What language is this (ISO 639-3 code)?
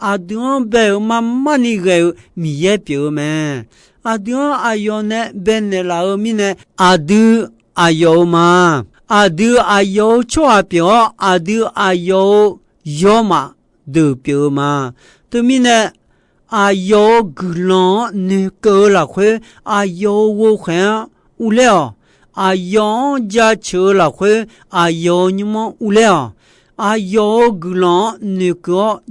ahk